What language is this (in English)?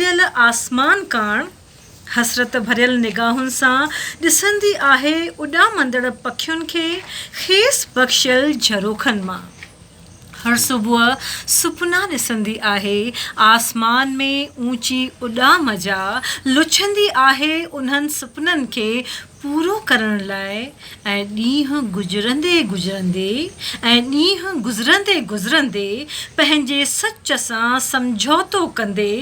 Sindhi